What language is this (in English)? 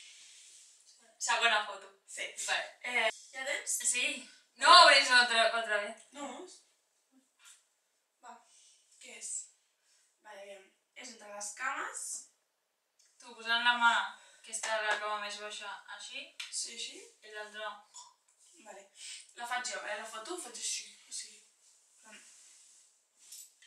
Catalan